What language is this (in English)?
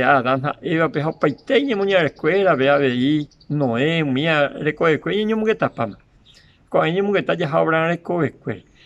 Guarani